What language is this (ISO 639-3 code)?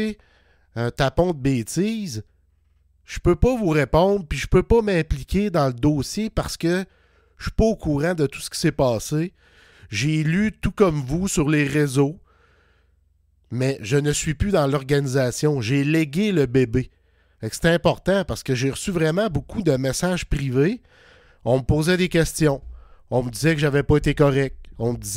fra